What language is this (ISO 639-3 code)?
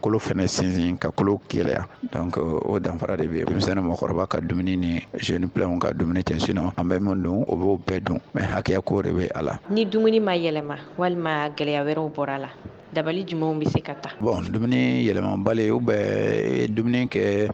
bam